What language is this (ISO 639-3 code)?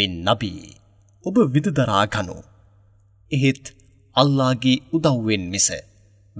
sin